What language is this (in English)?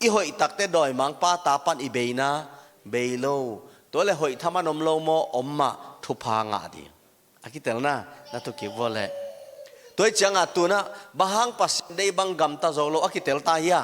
Tedim Chin